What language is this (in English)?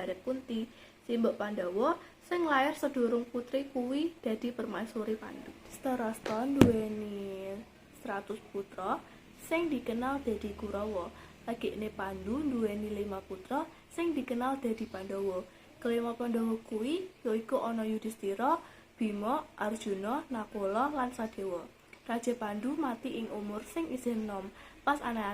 Javanese